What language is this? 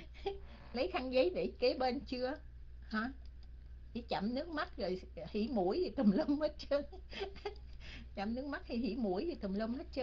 Vietnamese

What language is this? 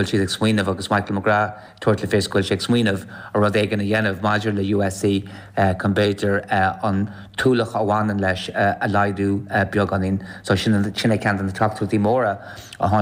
Irish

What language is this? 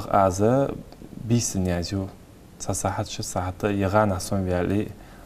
Ingush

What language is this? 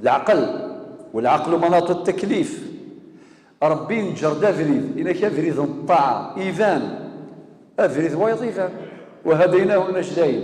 Kabyle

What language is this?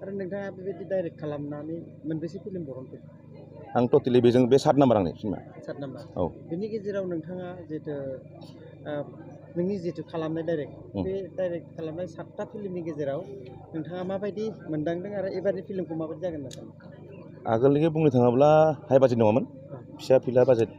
Bodo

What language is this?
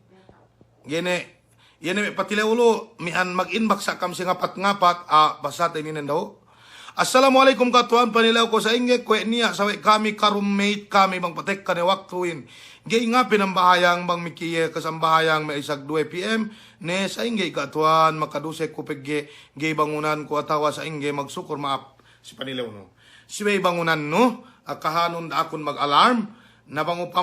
Yakan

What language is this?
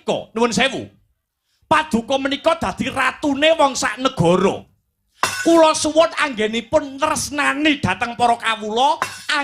Javanese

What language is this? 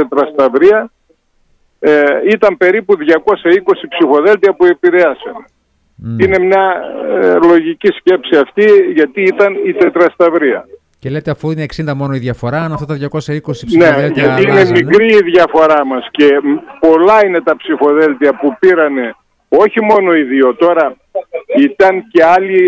Greek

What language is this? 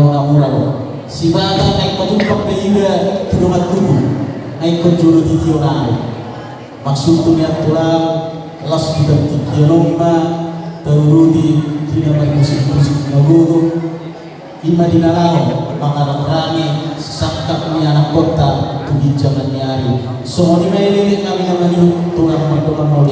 Batak Toba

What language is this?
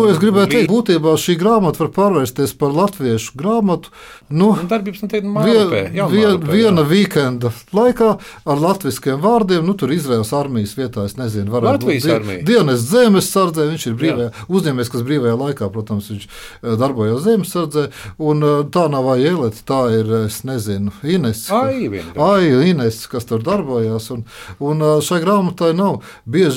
Latvian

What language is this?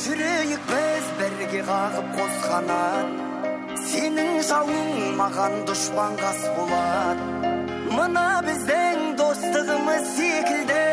Kara-Kalpak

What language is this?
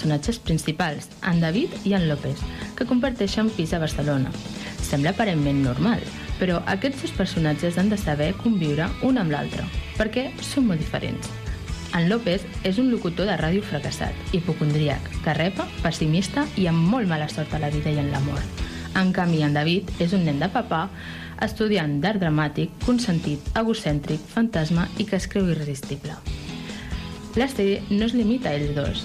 Catalan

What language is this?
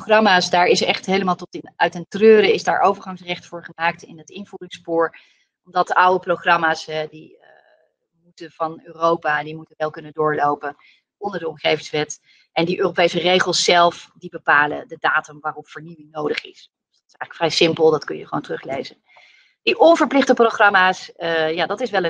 Dutch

